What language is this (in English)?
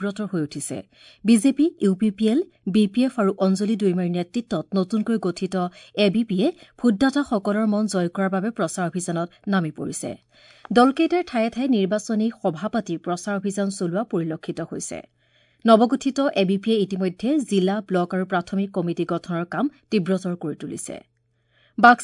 Assamese